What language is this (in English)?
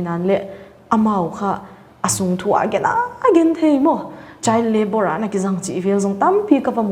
Paite Chin